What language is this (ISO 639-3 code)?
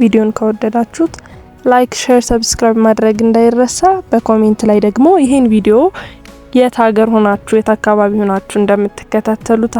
amh